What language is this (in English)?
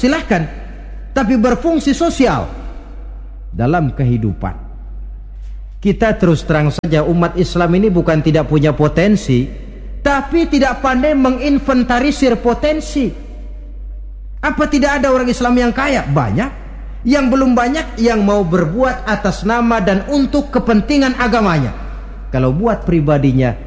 Indonesian